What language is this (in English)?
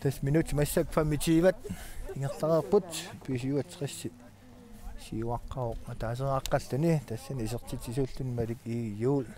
Kalaallisut